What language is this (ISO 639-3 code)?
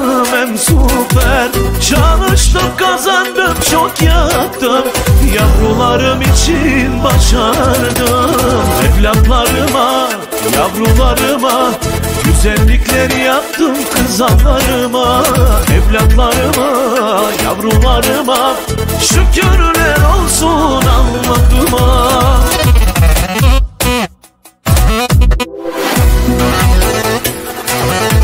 tur